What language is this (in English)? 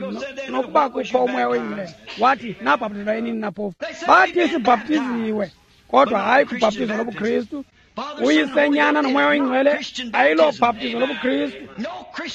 Xhosa